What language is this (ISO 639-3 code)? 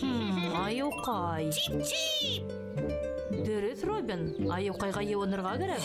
bak